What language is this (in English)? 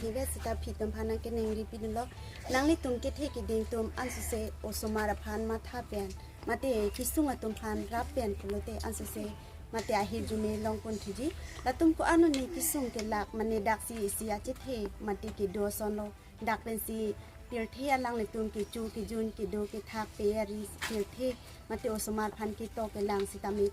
Karbi